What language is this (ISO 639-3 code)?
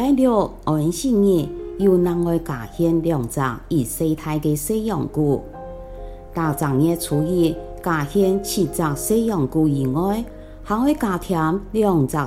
hak